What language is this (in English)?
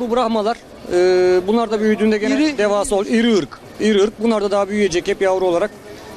Turkish